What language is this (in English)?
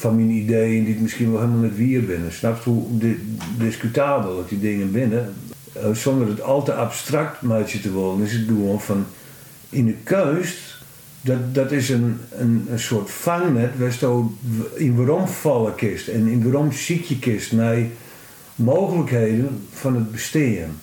Western Frisian